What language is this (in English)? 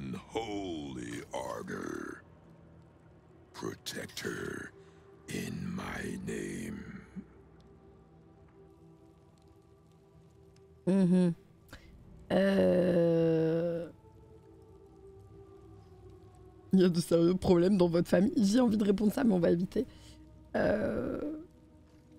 French